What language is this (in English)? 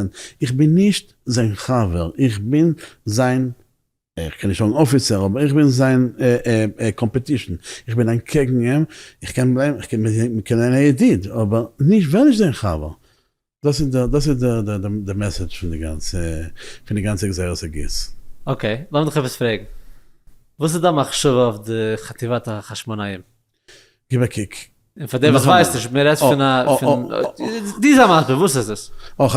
Yiddish